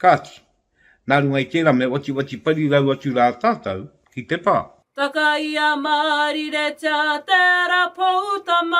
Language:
Māori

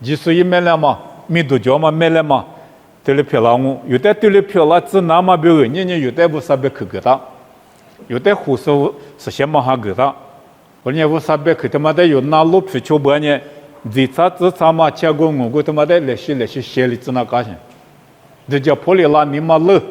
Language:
Lisu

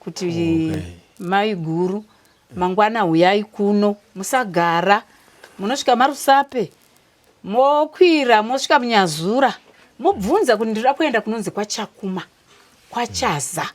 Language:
Shona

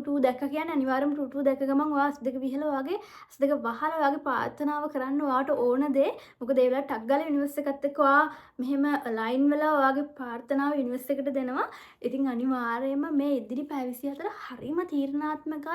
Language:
Sinhala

